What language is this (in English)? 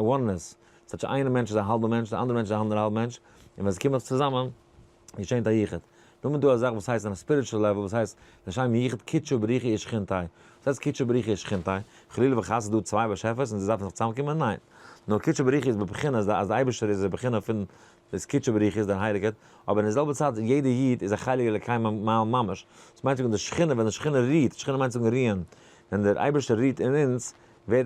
Yiddish